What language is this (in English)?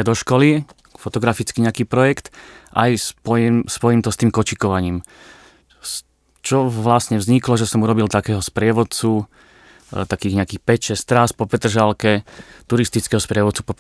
Slovak